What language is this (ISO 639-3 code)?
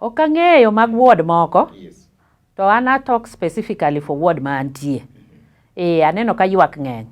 luo